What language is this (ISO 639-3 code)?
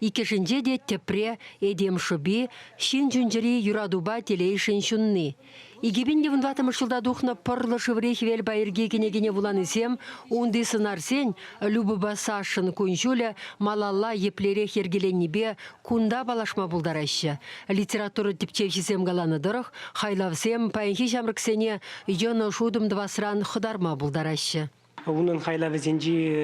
chv